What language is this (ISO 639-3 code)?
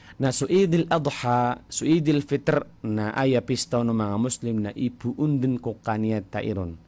mrw